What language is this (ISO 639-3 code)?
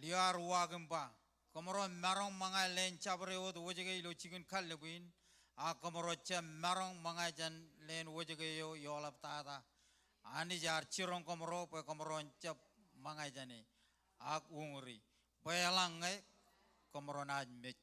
mah